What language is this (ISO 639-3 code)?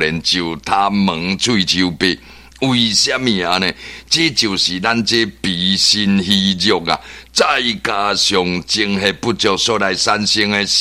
nan